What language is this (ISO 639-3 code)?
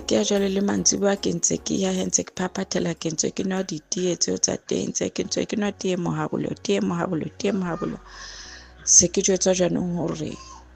sot